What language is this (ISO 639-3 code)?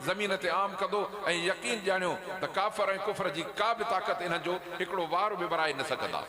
snd